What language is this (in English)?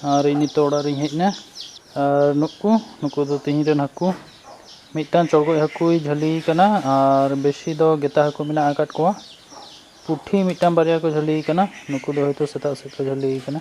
Santali